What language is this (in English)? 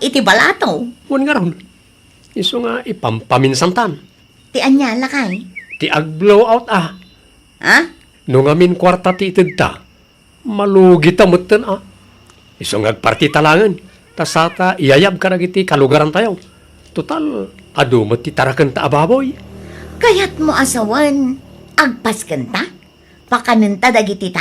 Iloko